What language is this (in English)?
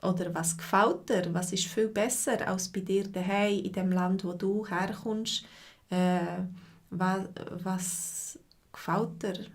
Swiss German